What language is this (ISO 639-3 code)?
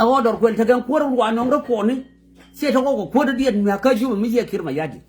nus